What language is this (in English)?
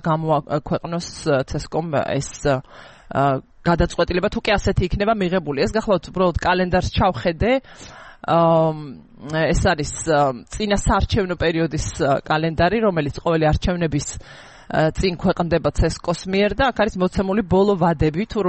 Georgian